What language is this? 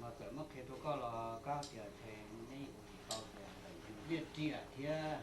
Hmong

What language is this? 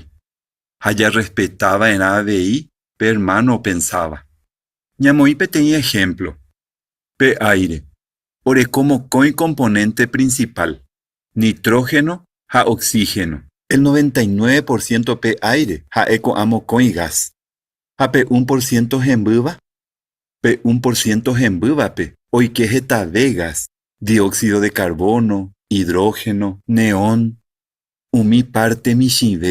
Guarani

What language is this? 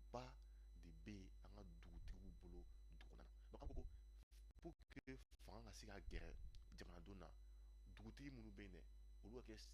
Bambara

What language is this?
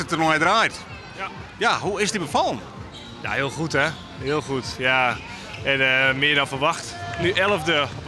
Western Frisian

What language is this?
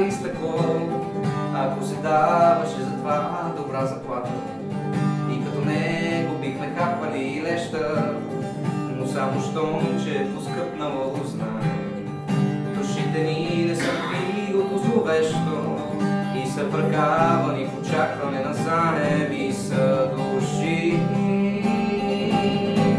Bulgarian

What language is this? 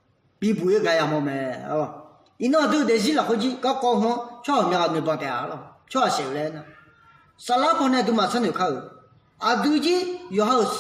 Akha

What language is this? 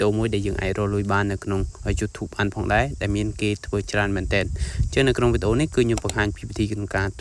Khmer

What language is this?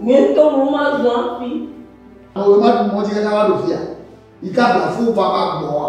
Ewe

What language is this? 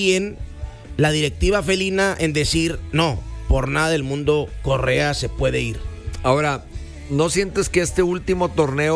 Spanish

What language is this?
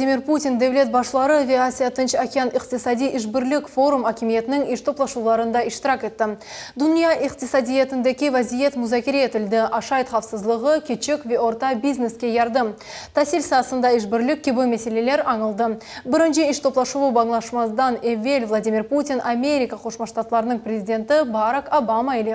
Crimean Tatar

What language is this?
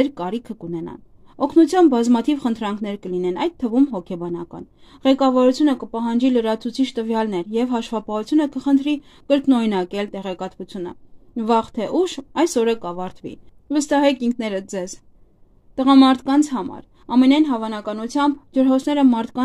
Armenian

